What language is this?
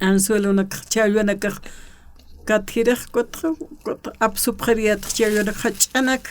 Aymara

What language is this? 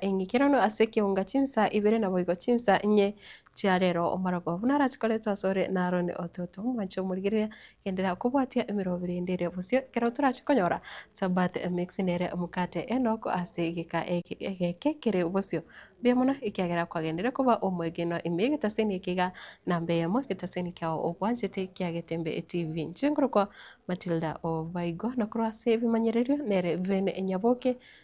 Gusii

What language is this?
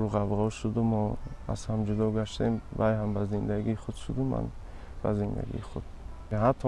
Tajik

